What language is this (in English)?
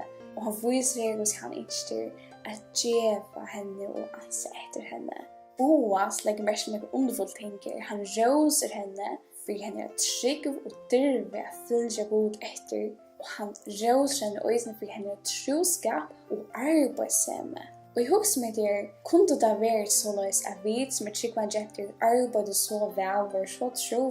Faroese